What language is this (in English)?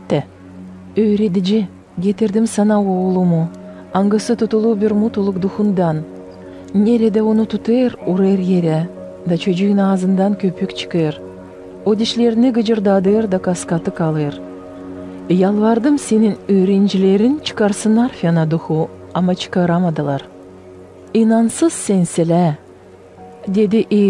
Gagauz